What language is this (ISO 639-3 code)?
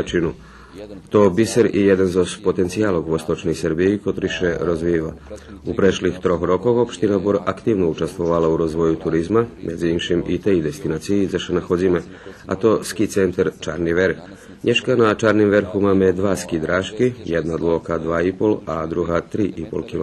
rue